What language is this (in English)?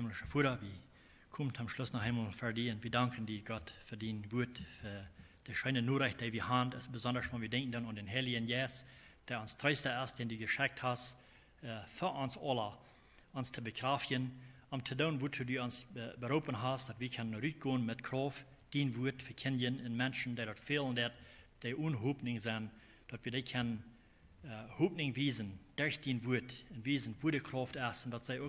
Plautdietsch